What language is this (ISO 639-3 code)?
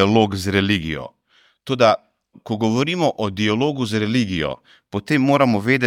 slv